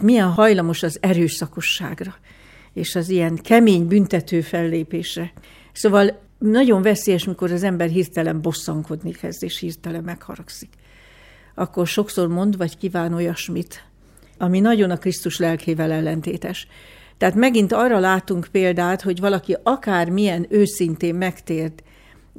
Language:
Hungarian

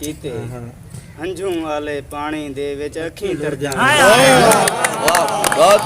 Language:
Saraiki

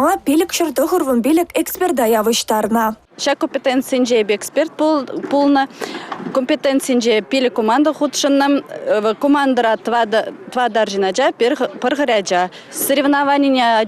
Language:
Chuvash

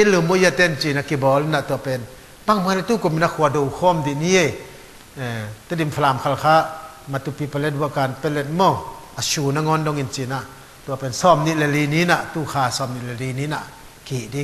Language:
Tedim Chin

